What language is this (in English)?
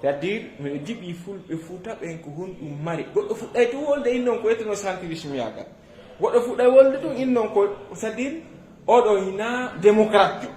Fula